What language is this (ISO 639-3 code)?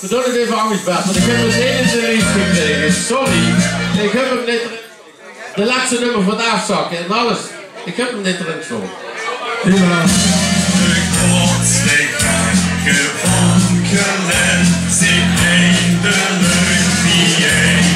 lim